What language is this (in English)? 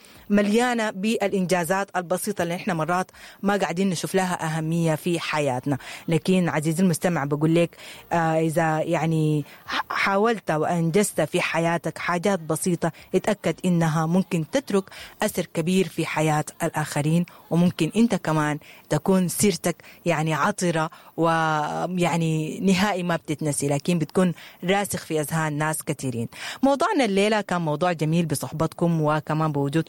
Sudanese Arabic